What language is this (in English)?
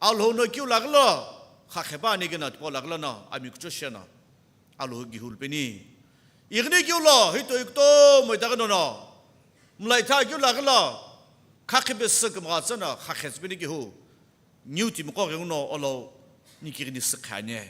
Sumi Naga